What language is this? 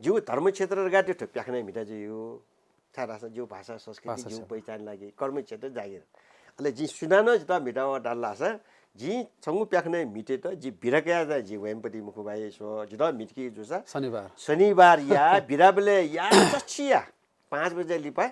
Newari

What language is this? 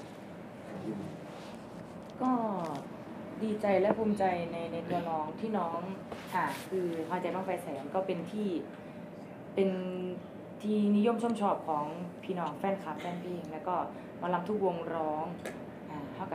Thai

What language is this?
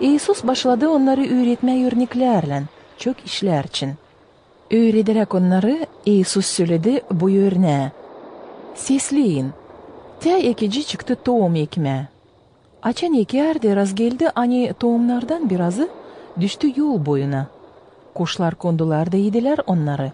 Gagauz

